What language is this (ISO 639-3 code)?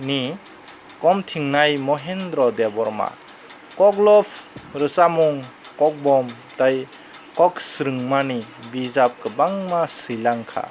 trp